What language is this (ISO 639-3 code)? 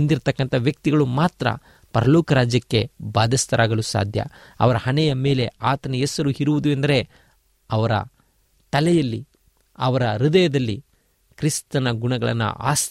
kan